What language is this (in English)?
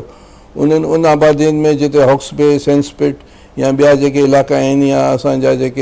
Sindhi